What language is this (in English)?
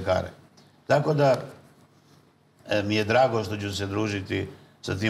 Serbian